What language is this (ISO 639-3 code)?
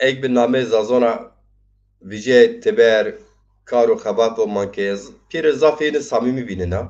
zza